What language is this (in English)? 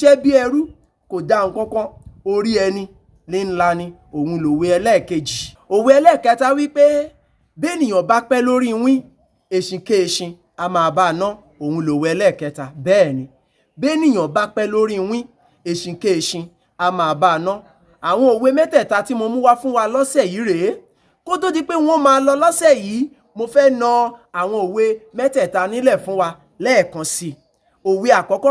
Yoruba